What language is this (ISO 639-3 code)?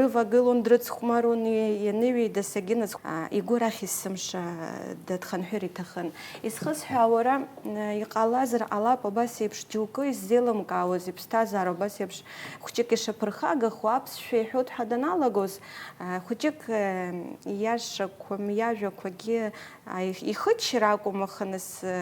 abk